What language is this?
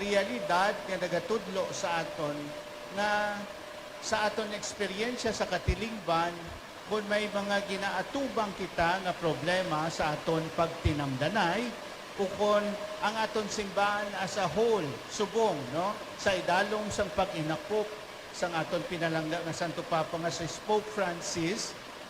Hiligaynon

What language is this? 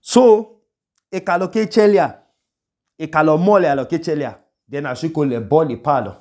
Idoma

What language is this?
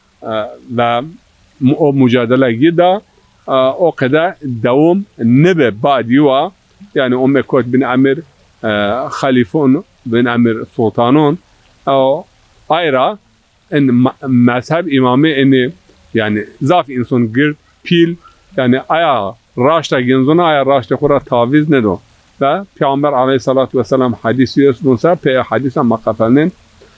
Zaza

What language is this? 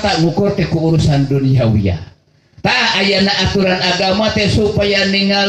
Sundanese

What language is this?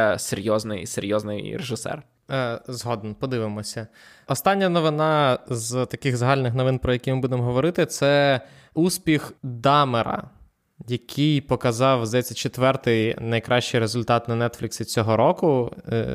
Ukrainian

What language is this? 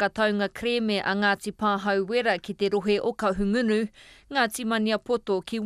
Māori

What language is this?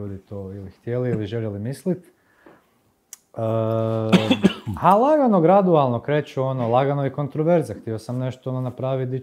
Croatian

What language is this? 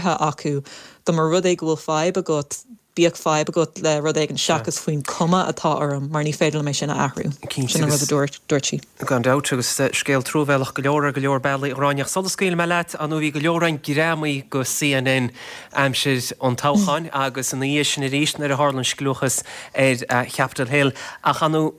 Irish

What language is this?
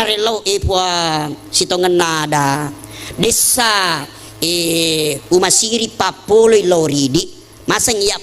Buginese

